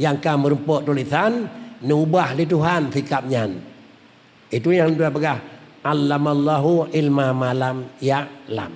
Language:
Achinese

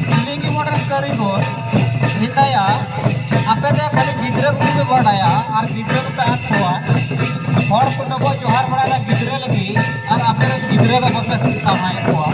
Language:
Santali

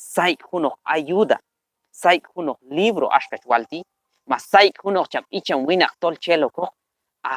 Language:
Q'anjob'al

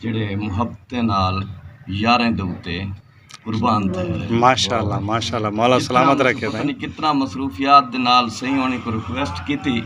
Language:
Saraiki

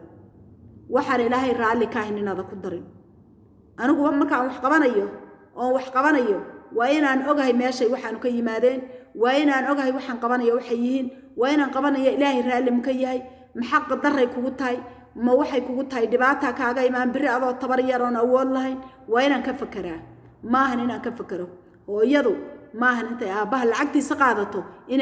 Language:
Somali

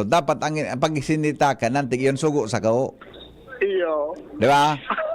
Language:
Bikol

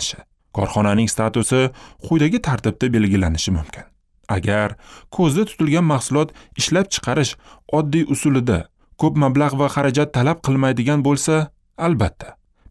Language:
Uzbek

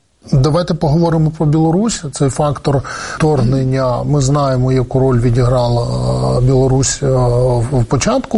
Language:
Ukrainian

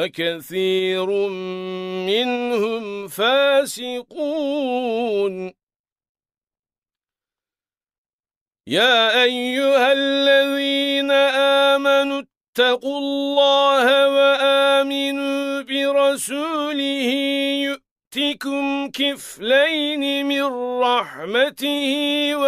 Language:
Arabic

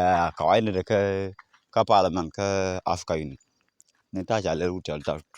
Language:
Nuer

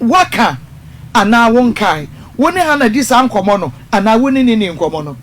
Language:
Akan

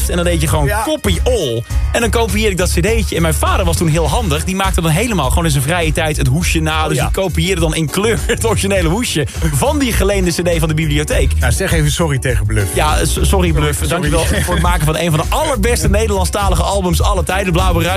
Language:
Dutch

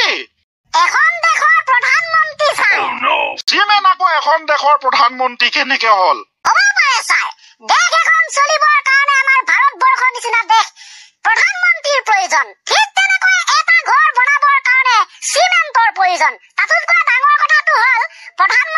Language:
Assamese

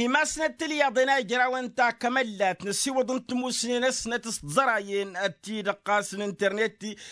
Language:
Tamasheq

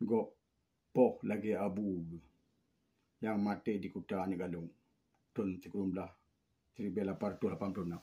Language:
Achinese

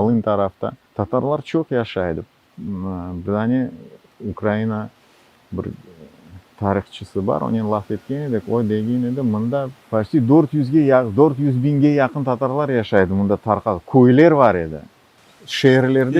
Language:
Crimean Tatar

